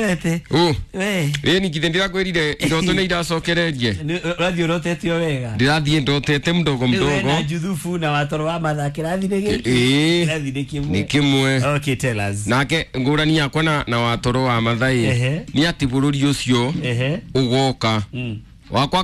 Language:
Kikuyu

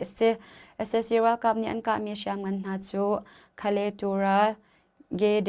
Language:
Hakha Chin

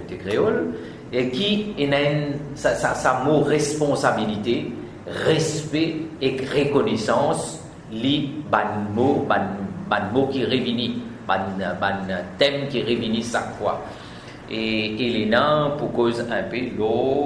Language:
Morisyen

